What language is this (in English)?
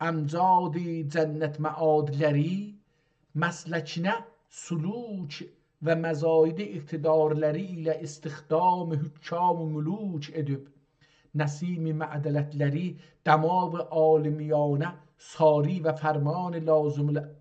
South Azerbaijani